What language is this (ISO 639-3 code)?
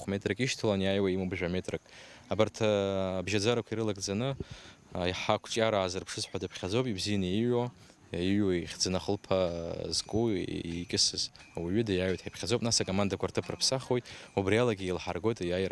abk